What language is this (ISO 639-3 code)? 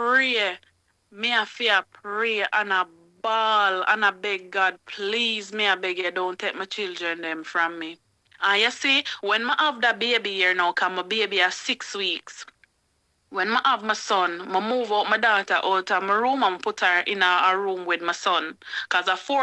jam